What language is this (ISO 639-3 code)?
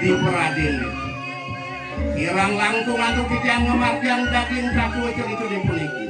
ban